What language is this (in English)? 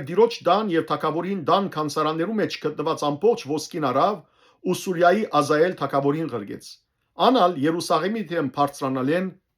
Western Armenian